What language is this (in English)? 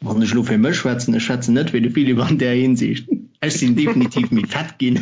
Luxembourgish